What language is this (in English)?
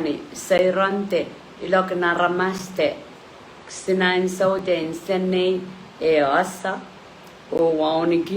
Pohnpeian